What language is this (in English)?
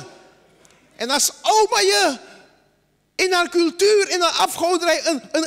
Dutch